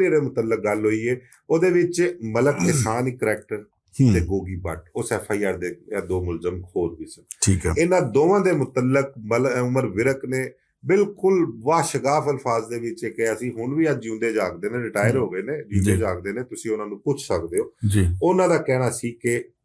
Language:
Western Panjabi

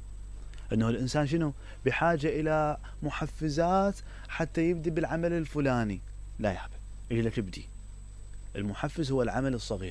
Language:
Mesopotamian Arabic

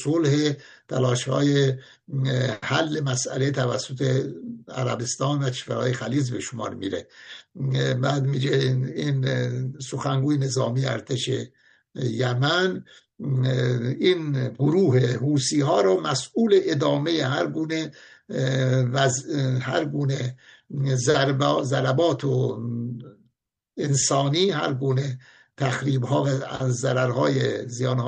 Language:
Persian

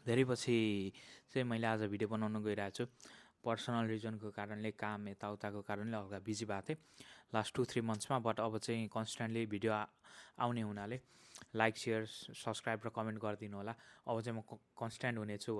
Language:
Nepali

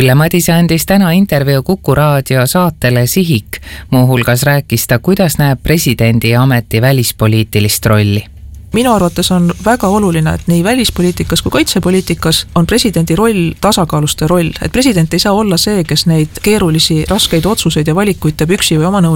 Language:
Estonian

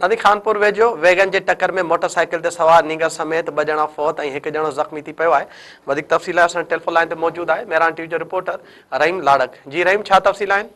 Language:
Sindhi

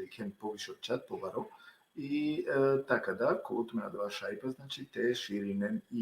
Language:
Balkan Romani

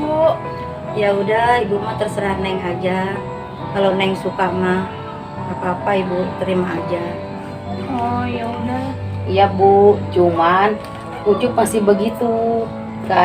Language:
Sundanese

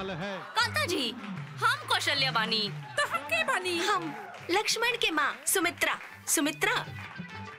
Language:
Bhojpuri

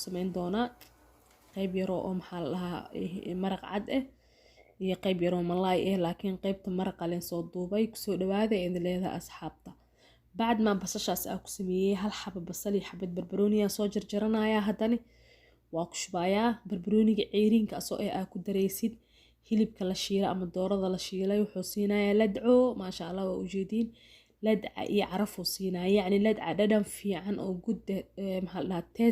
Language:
Somali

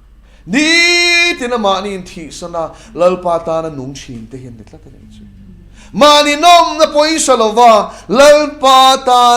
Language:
Mizo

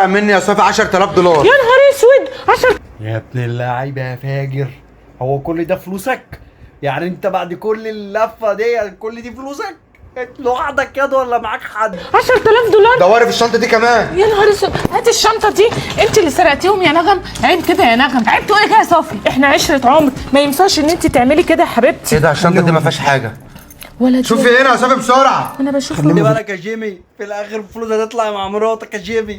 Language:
Egyptian Arabic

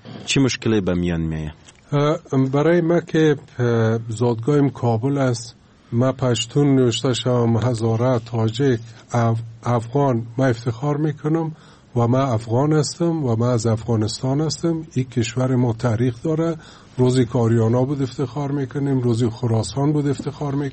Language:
Persian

